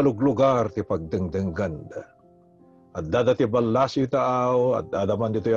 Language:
Iloko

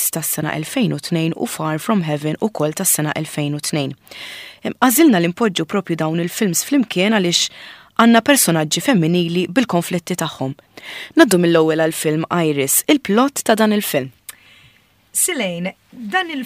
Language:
Maltese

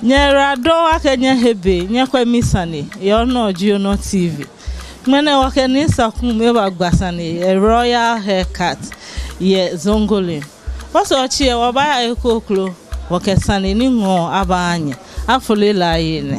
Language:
Ga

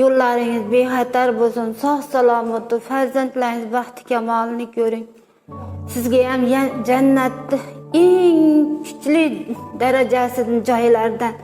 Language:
Uzbek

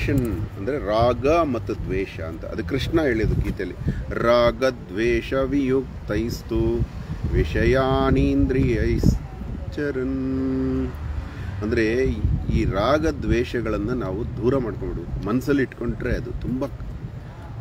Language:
Kannada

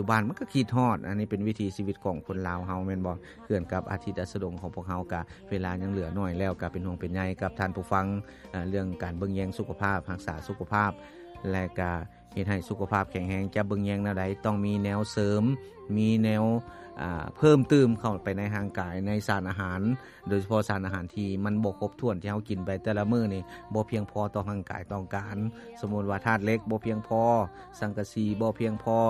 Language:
Lao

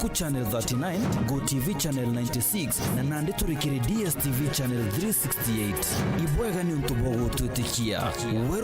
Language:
Meru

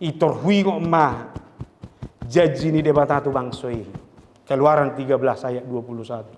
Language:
Batak Toba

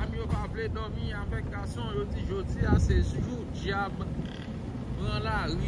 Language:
Haitian Creole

